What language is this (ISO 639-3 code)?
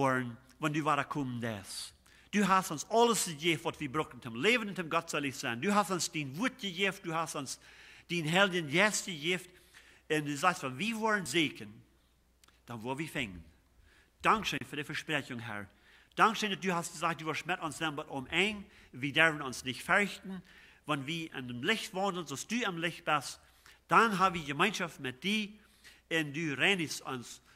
pdt